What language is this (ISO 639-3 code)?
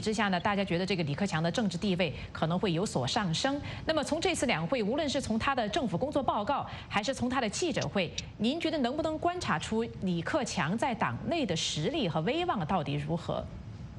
zho